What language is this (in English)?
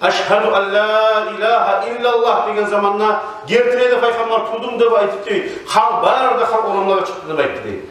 Kumyk